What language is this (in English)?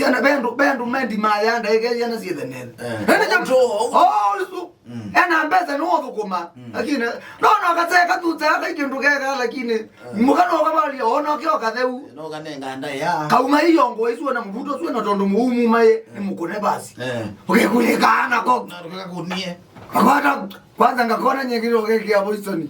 Kamba